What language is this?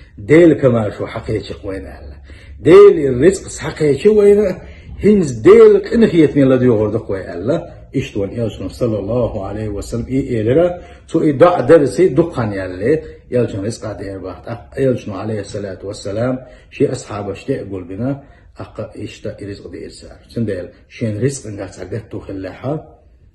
Chechen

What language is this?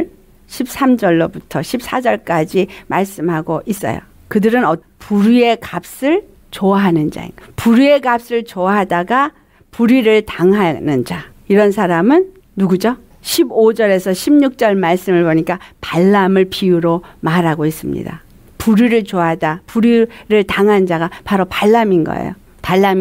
Korean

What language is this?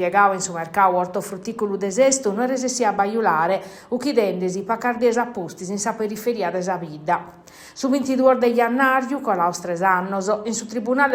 Sardinian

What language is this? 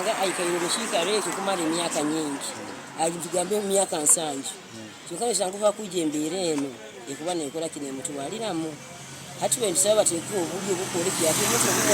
Nyankole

